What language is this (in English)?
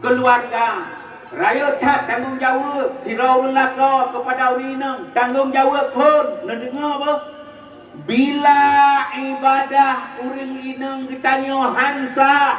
Achinese